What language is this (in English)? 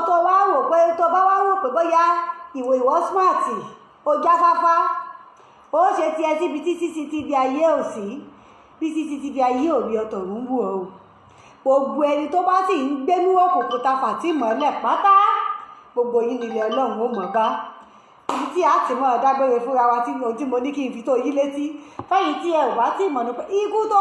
Yoruba